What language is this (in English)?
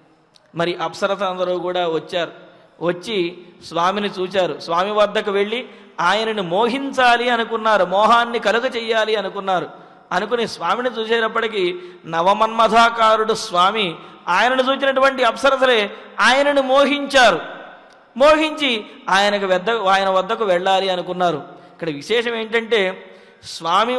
Telugu